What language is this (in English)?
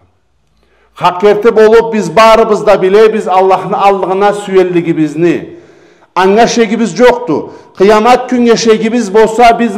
Karachay-Balkar